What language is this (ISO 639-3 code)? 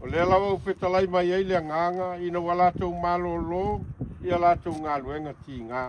smo